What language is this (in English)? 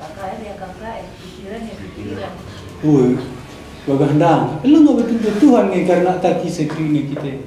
Batak Karo